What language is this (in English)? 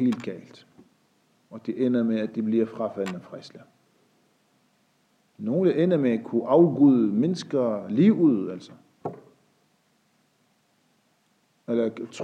Danish